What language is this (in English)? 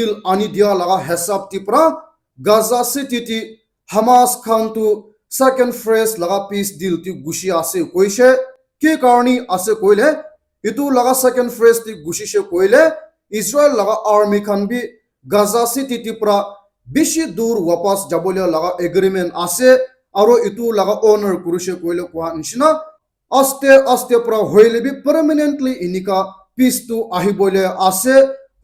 Naga Pidgin